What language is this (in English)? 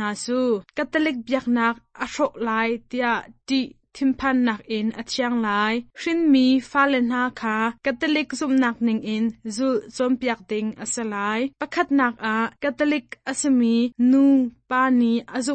Hakha Chin